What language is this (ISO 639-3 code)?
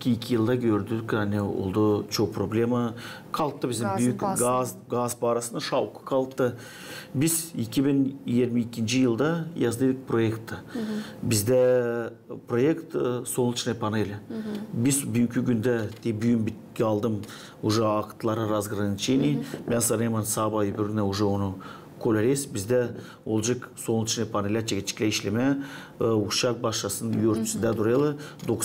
gag